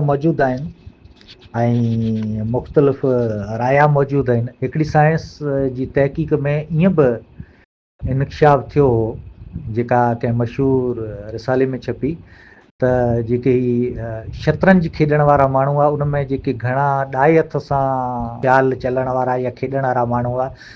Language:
Sindhi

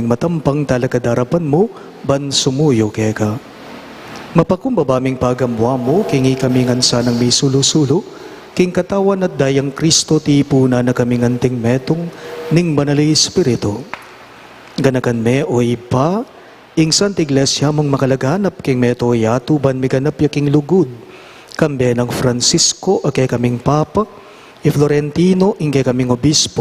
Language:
Pampanga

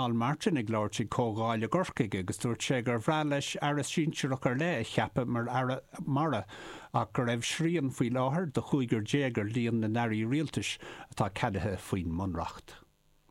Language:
Irish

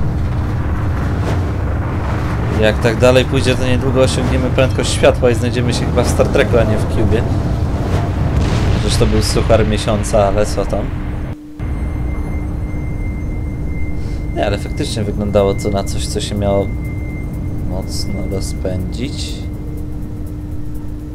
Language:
Polish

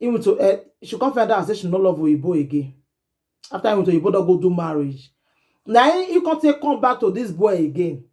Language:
Nigerian Pidgin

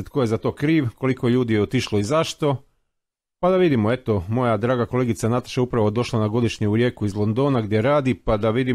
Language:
Croatian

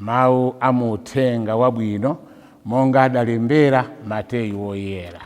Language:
Nyanja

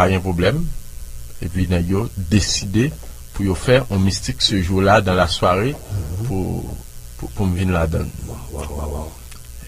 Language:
Haitian Creole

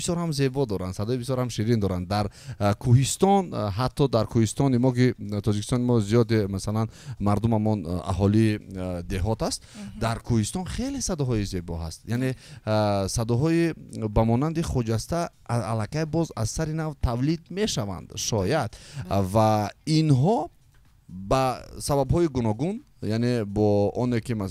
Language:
Tajik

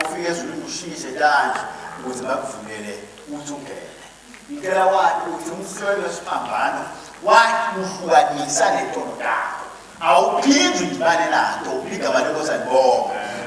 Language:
Swati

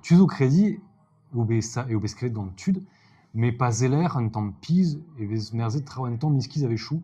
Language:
Breton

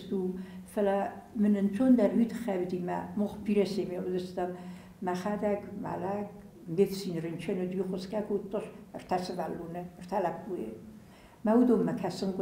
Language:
Ossetic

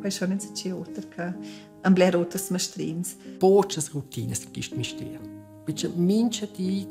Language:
Romansh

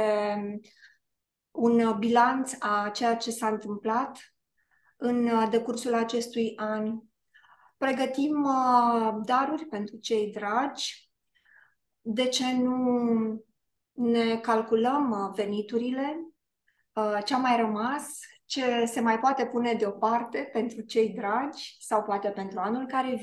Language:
Romanian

